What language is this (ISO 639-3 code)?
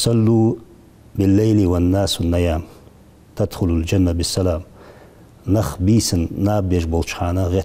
inh